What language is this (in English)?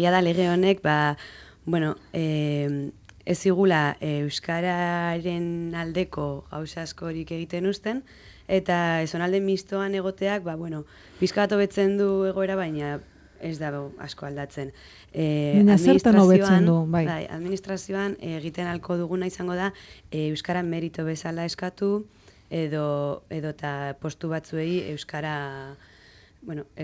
Basque